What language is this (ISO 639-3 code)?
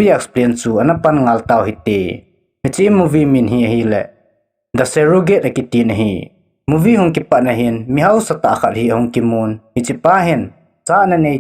tcz